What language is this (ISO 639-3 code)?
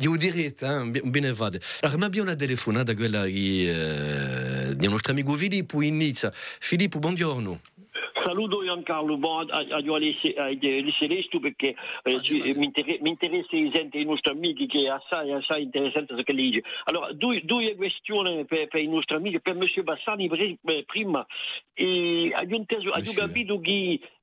cos